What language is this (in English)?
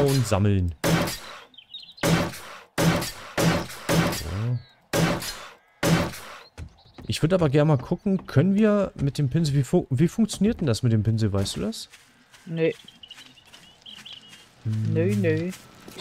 German